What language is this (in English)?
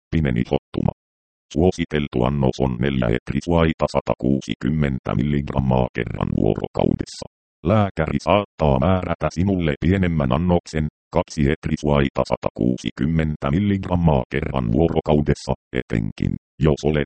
Finnish